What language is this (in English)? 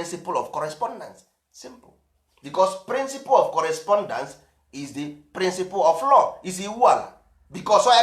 Igbo